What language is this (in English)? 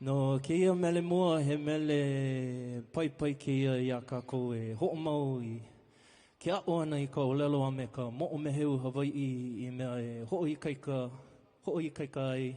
Hawaiian